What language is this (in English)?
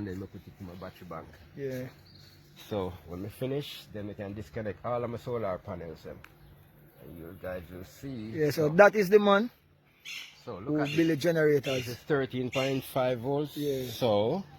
Jamaican Creole English